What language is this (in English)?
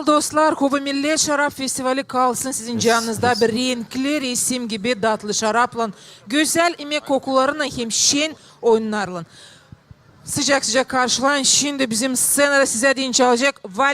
Gagauz